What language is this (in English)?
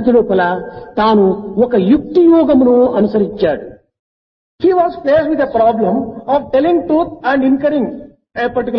Telugu